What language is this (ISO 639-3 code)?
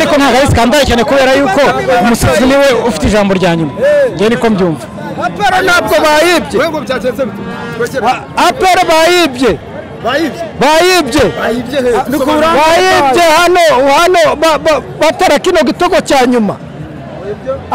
kin